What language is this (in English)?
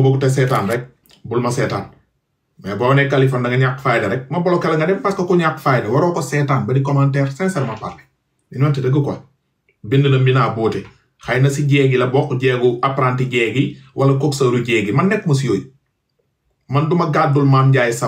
Wolof